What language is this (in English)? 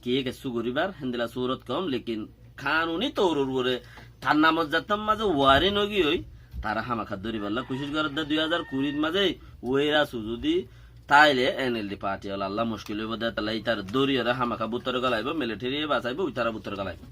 Rohingya